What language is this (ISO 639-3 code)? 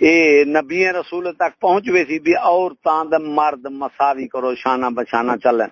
skr